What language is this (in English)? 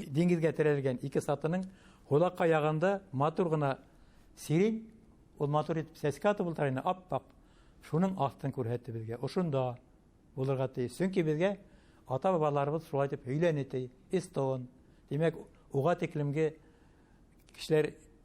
Bashkir